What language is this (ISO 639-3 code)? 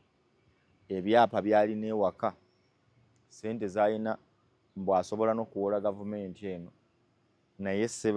lug